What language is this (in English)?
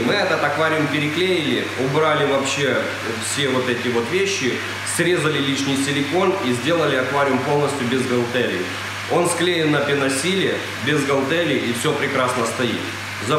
Russian